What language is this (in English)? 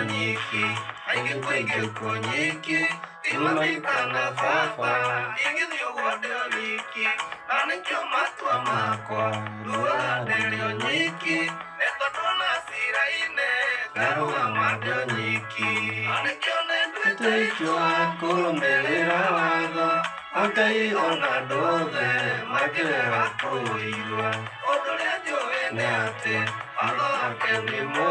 Kikuyu